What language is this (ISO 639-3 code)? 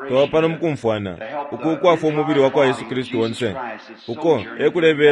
bem